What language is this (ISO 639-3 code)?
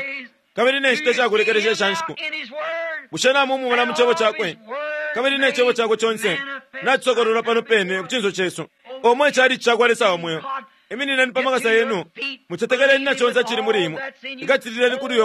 bem